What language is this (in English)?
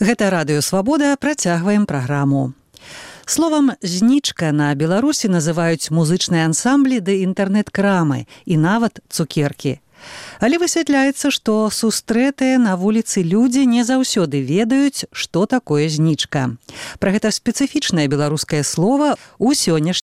Belarusian